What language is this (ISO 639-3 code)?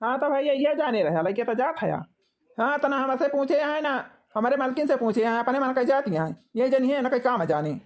awa